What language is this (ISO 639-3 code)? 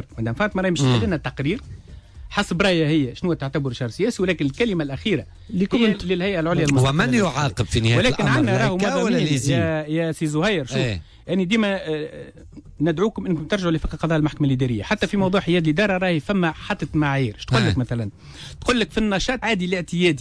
aeb